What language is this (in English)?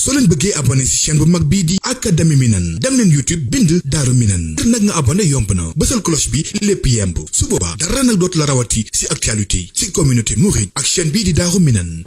Wolof